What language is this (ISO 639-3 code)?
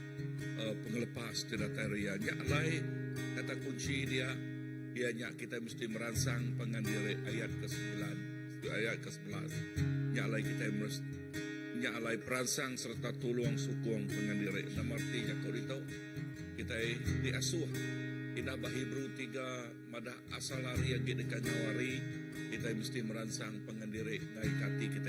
iba